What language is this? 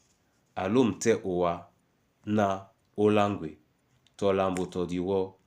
Duala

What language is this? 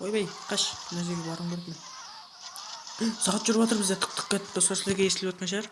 Kara-Kalpak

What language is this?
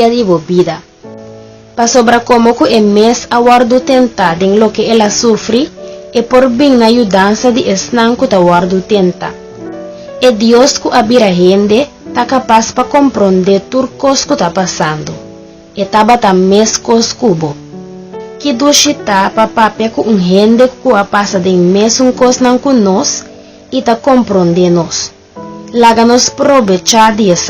Papiamento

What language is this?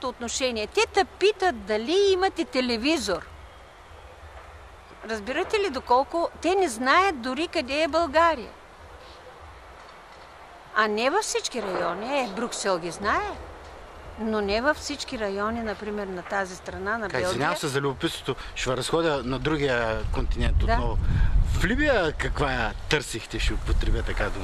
Bulgarian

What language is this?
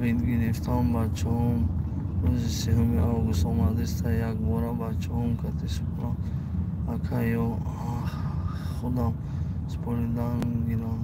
Tajik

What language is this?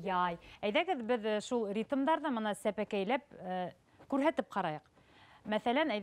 Bashkir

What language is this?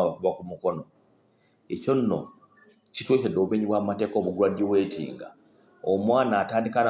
Ganda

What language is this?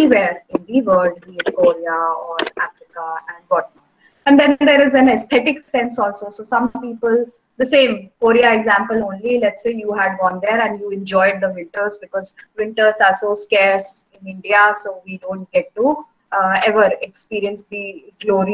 English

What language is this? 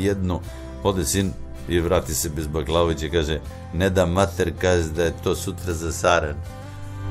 Serbian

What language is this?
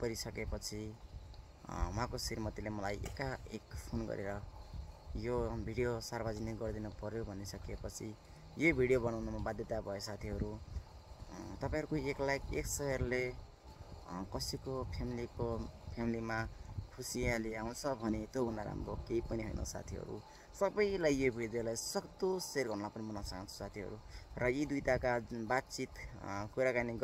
Nepali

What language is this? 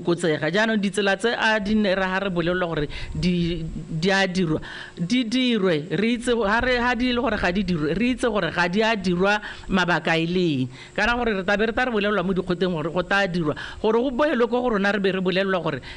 Tswana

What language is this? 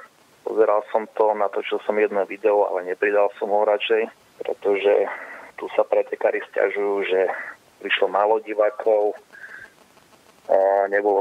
Slovak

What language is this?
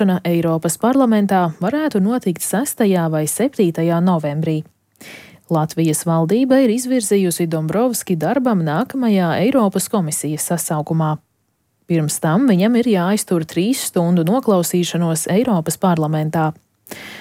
Latvian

